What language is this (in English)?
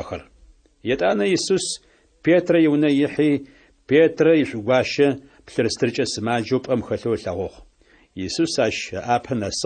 Adyghe